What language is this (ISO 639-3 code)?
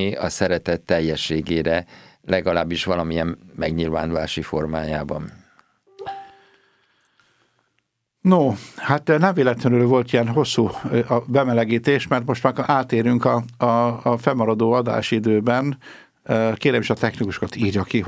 hun